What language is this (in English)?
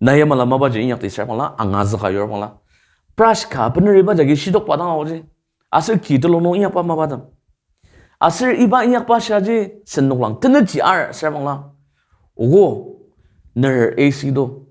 Ao Naga